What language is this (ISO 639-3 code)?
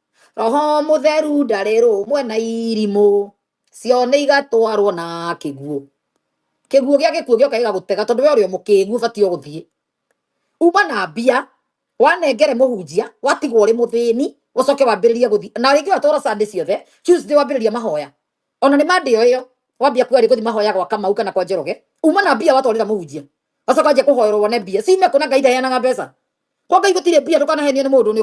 kik